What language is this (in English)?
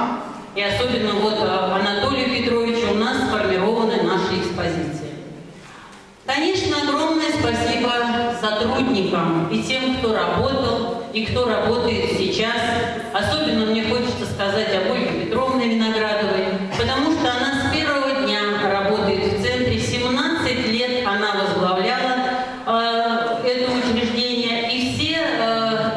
Russian